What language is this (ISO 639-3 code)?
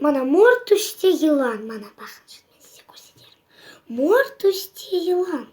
crh